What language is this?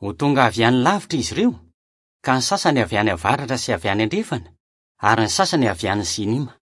Malagasy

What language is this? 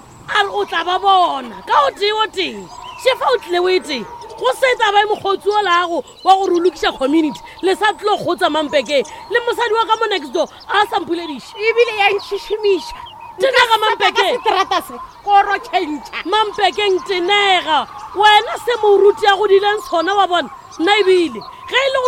Northern Sotho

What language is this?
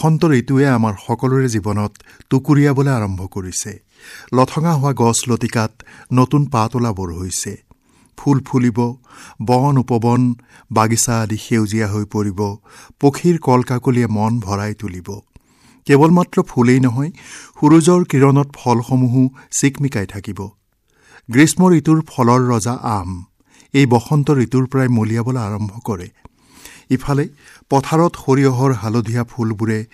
Assamese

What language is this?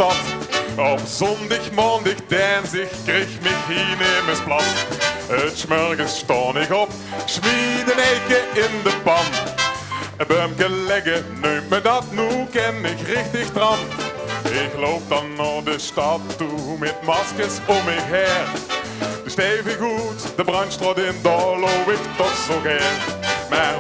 Limburgish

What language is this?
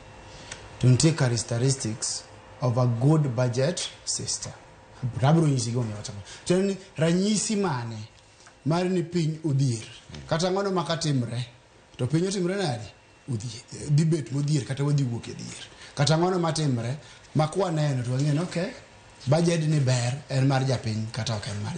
Luo (Kenya and Tanzania)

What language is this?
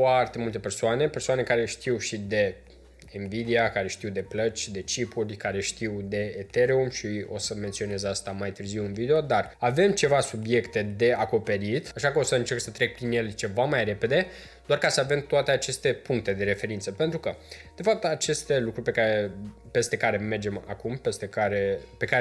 Romanian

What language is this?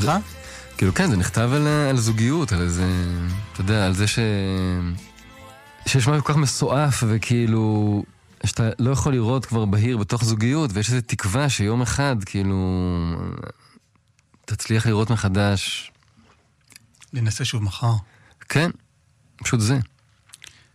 Hebrew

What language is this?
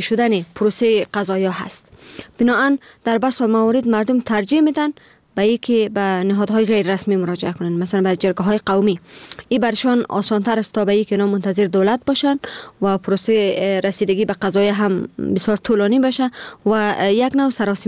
Persian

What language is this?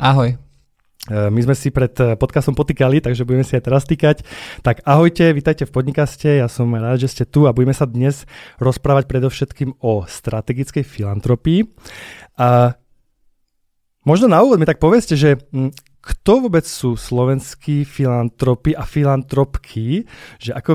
Slovak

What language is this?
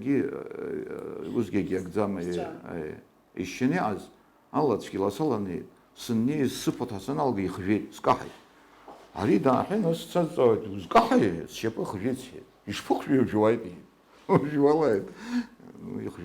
Abkhazian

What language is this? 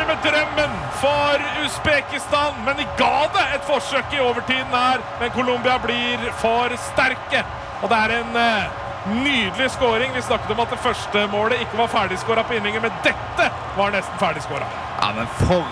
Norwegian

